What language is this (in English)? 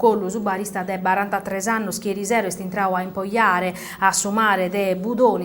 Sardinian